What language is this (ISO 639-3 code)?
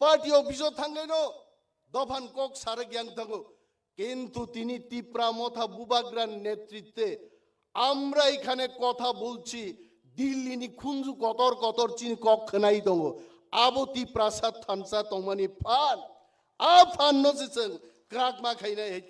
trp